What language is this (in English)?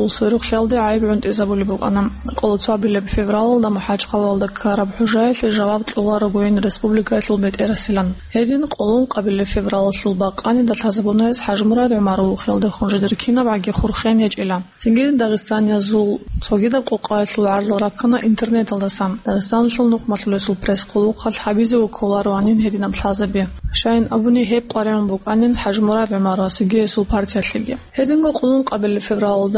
Avaric